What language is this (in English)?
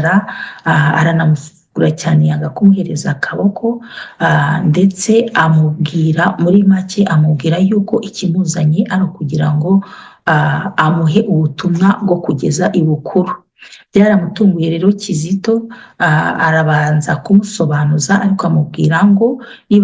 Kinyarwanda